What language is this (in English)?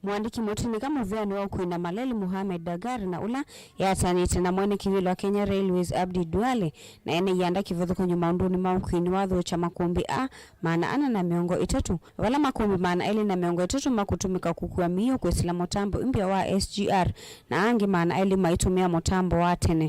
Kamba